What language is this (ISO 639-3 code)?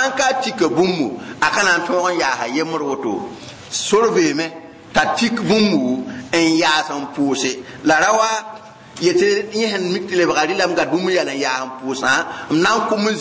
mos